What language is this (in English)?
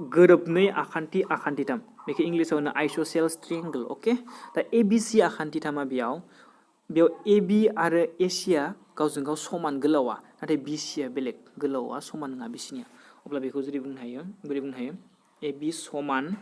Bodo